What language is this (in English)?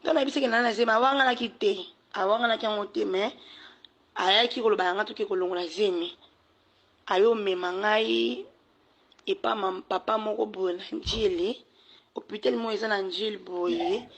Lingala